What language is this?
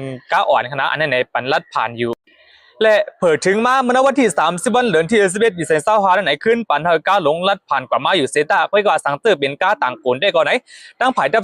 Shan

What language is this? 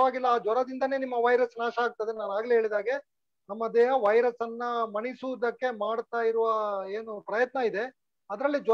Kannada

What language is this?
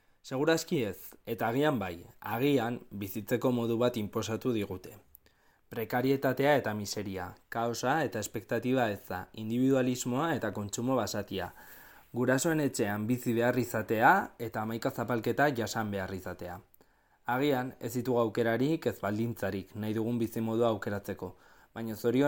Basque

